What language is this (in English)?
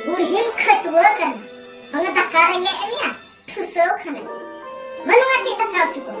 Santali